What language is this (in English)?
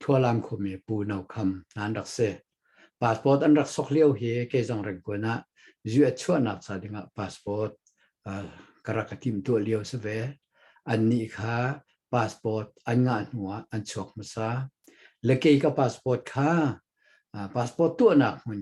Hakha Chin